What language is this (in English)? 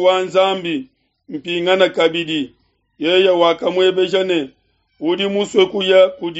Luba-Lulua